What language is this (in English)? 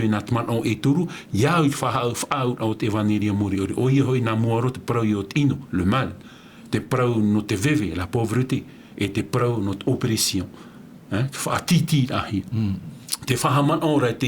Tahitian